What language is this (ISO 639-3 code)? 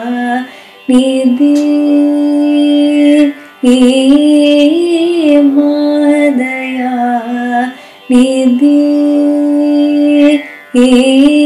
tam